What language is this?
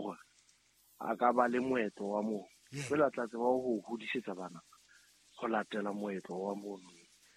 Southern Sotho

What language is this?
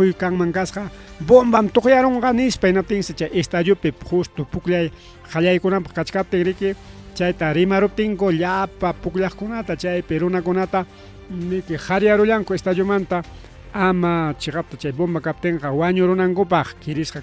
Ayacucho Quechua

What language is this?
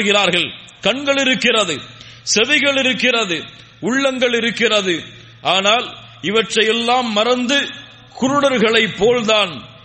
Tamil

